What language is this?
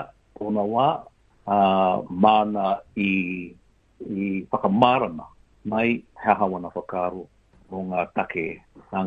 Māori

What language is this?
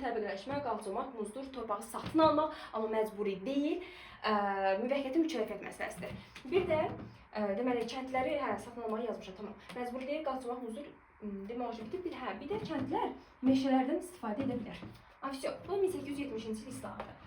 Azerbaijani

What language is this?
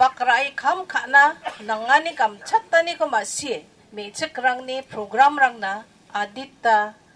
Garo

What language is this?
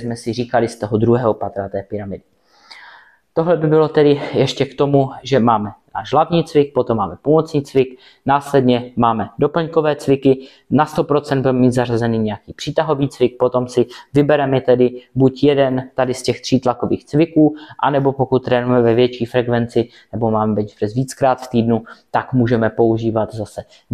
Czech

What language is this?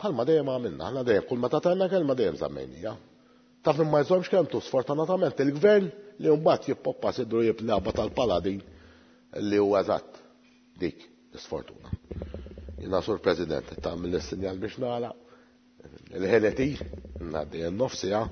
Maltese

